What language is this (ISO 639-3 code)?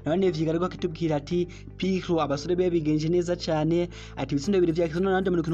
run